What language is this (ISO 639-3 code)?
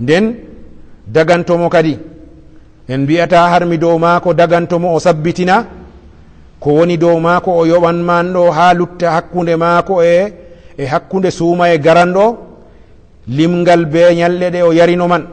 ful